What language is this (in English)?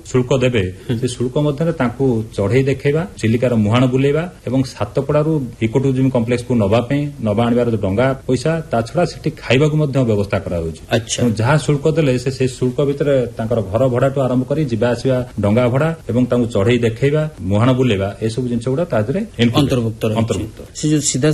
Odia